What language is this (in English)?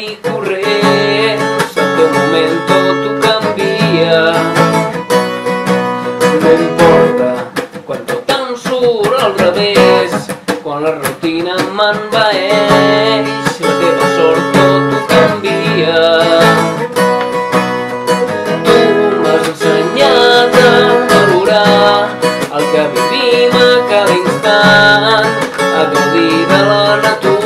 Catalan